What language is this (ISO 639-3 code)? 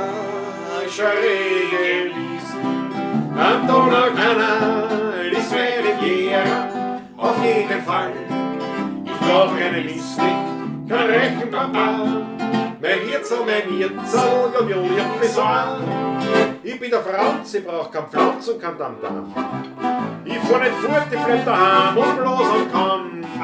bar